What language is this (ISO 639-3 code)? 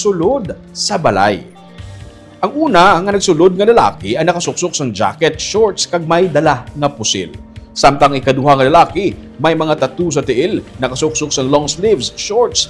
hil